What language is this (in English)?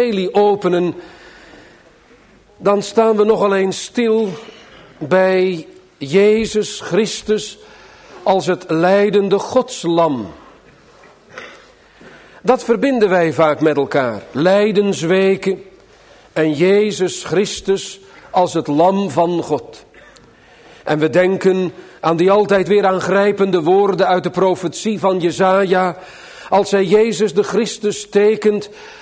Dutch